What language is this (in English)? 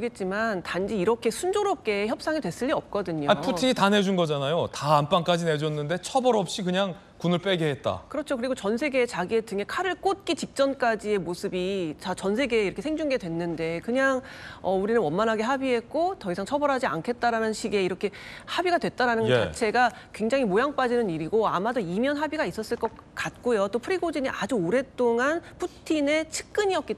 Korean